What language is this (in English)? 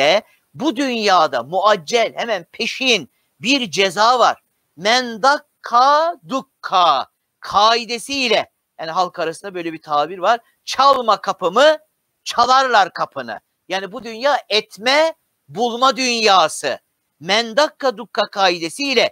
Turkish